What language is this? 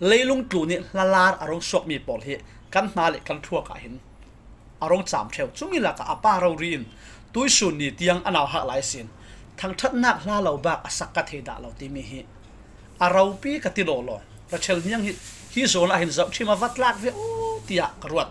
Falam Chin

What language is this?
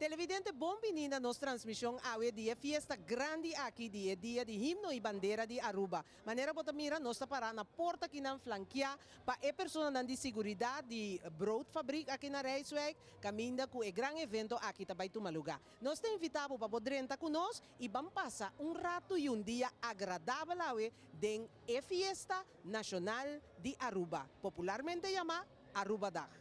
Papiamento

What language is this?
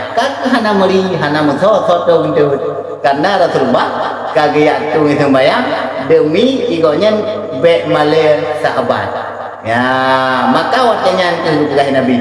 Achinese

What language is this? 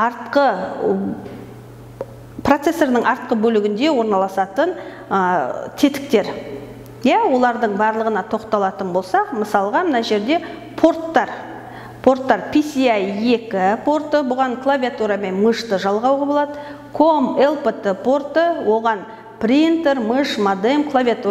Kazakh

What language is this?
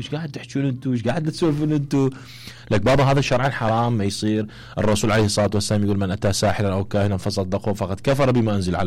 Mesopotamian Arabic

